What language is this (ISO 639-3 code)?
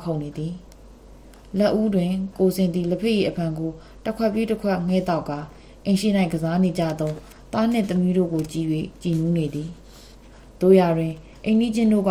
mya